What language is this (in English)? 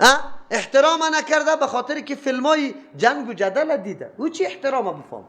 Persian